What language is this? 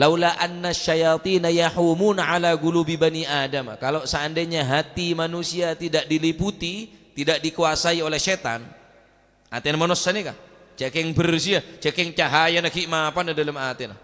Madurese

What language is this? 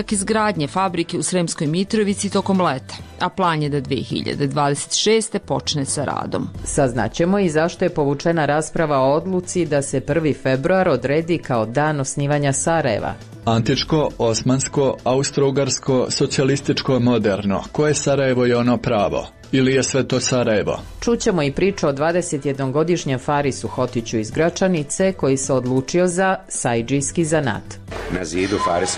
Bosnian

